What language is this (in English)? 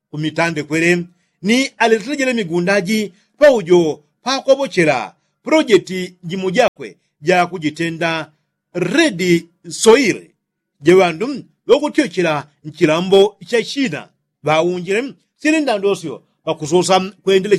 Yao